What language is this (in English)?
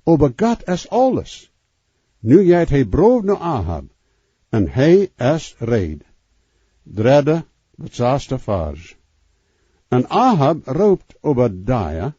Plautdietsch